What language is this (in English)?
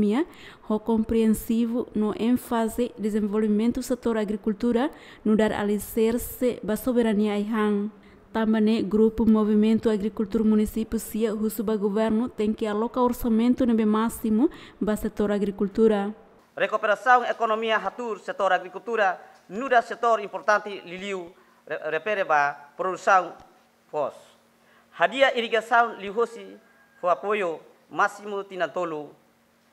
Tetum